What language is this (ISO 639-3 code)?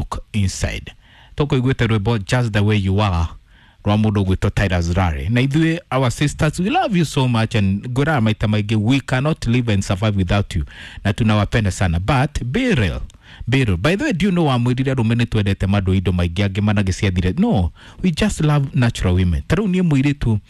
kik